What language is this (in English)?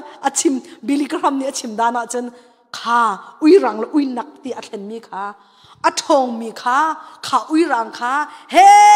Hakha Chin